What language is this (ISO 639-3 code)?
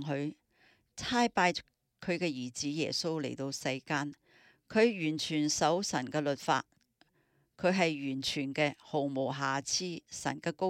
yue